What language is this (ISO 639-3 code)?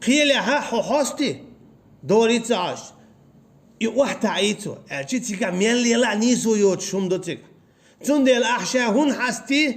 che